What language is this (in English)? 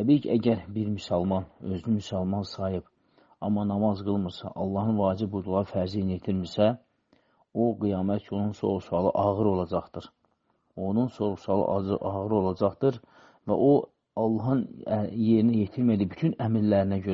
Azerbaijani